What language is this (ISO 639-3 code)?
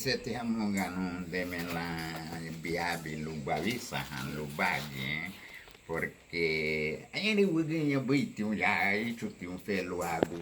cab